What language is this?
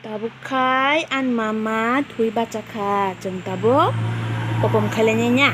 Kok Borok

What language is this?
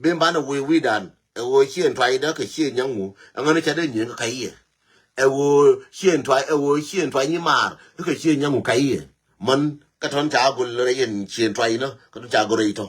Nuer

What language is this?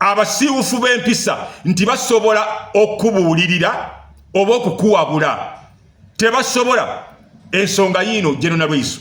Ganda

